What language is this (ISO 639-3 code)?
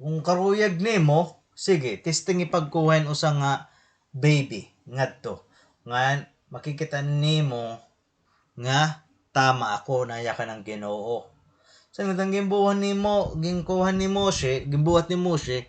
war